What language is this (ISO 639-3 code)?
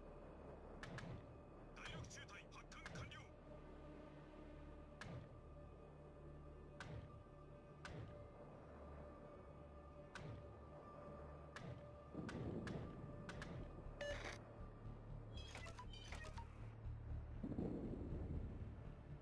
jpn